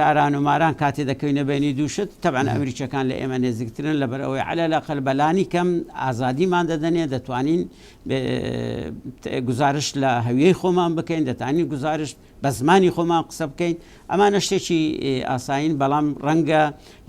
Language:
Central Kurdish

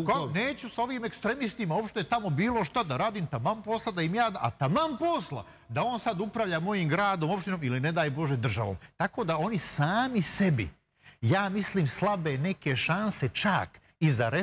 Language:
Serbian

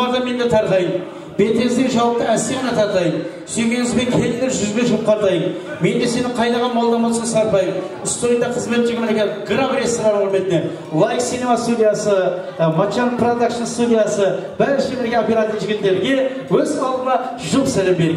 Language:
Kara-Kalpak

